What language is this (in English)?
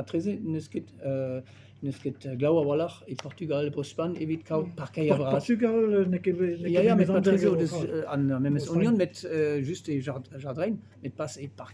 Breton